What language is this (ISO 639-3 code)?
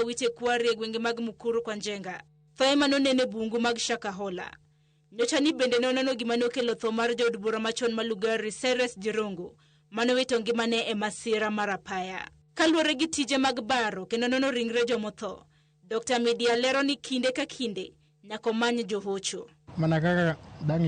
luo